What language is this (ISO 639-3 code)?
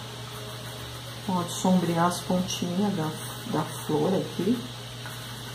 por